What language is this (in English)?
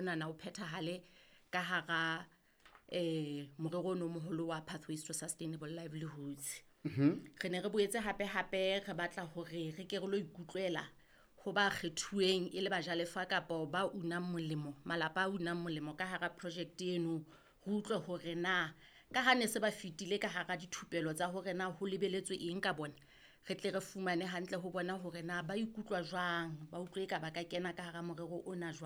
Southern Sotho